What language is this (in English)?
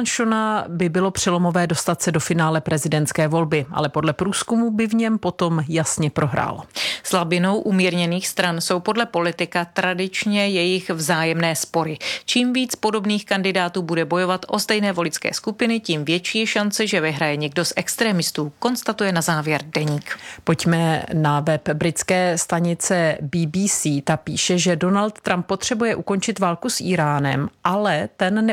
Czech